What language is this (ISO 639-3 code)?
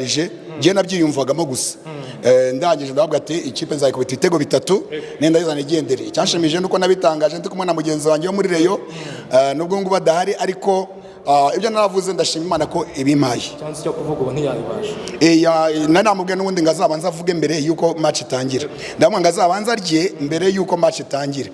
kin